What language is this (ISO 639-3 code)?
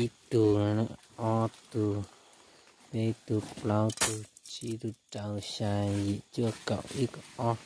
hmn